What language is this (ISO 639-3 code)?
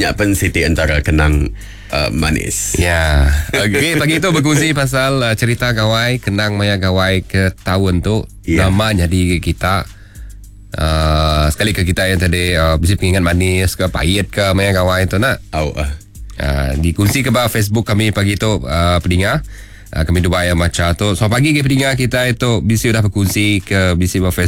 iba